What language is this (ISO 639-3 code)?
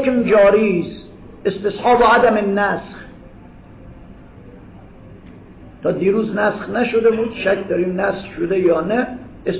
fas